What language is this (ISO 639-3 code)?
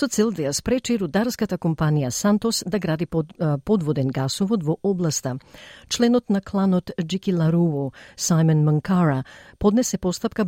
mkd